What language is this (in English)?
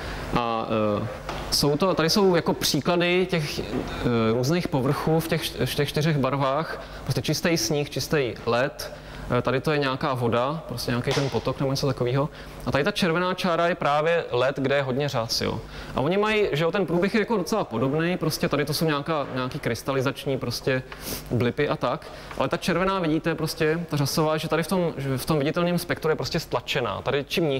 Czech